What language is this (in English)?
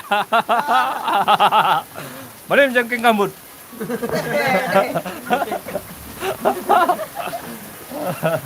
Sasak